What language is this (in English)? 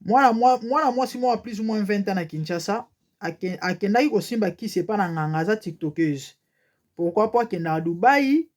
Lingala